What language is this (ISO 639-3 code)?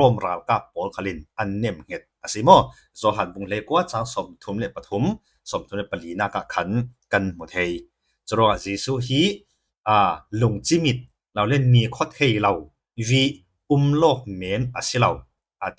cfm